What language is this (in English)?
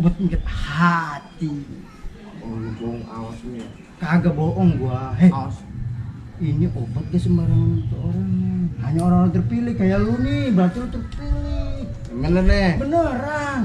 Betawi